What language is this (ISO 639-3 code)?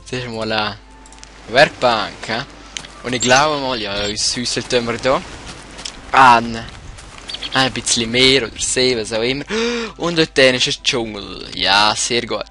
gsw